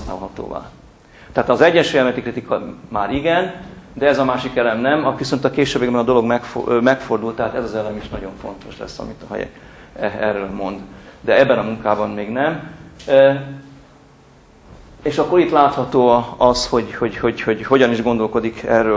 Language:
Hungarian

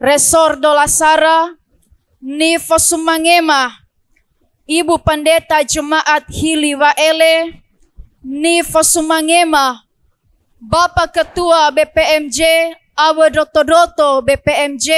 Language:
Nias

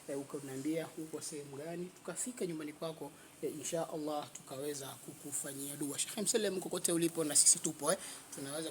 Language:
Swahili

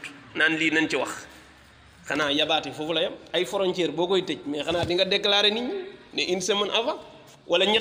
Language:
Wolof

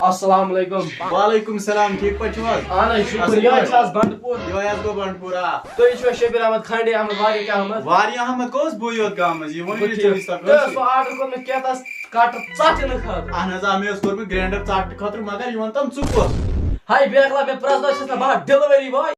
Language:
Kashmiri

